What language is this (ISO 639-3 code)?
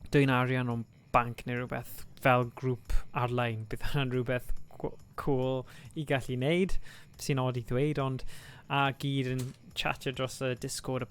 cym